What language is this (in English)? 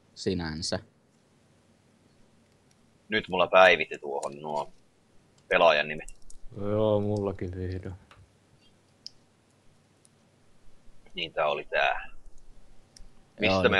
Finnish